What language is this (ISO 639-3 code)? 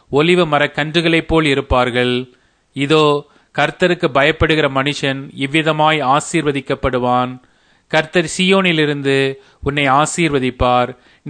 tam